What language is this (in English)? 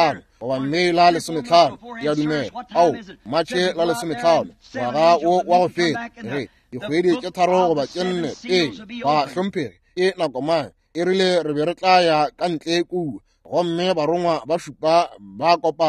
Northern Sotho